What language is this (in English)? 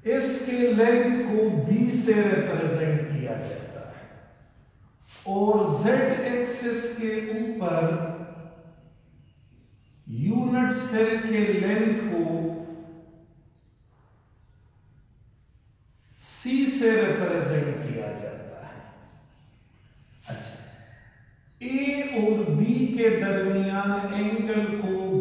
Hindi